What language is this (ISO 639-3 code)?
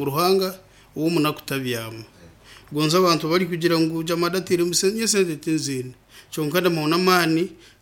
nyn